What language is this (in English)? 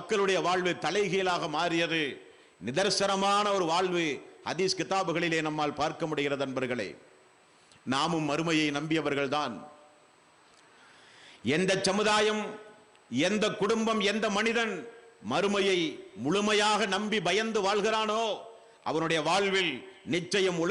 Tamil